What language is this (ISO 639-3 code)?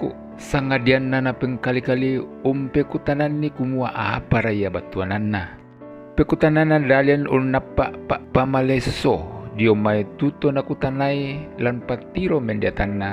sda